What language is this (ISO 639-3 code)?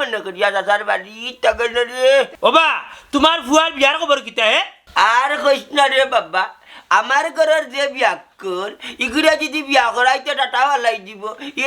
syl